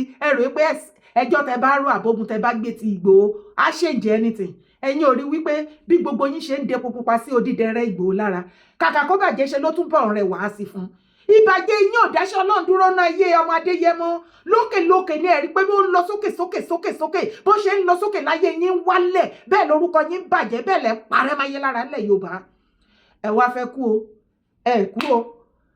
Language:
Yoruba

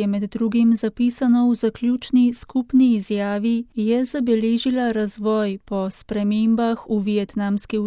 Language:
Slovenian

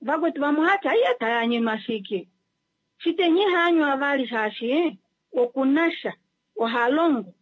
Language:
Kuanyama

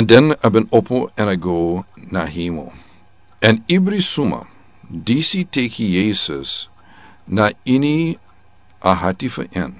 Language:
Sranan Tongo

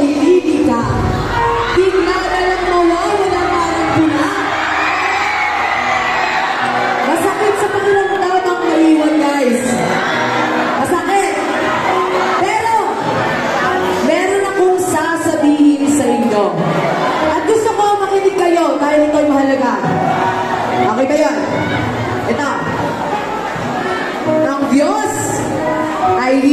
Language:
Filipino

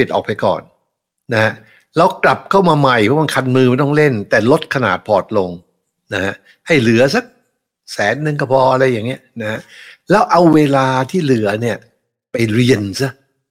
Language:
Thai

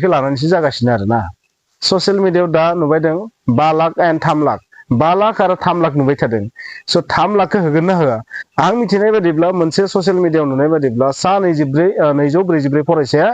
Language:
Bodo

